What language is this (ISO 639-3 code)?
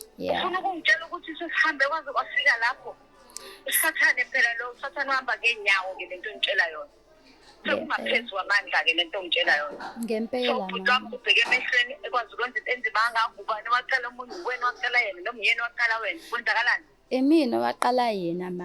zul